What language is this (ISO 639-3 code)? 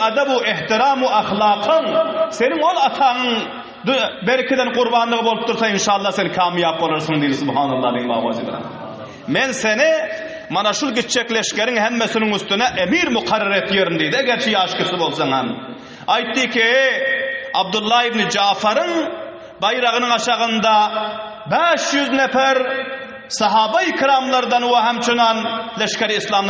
tuk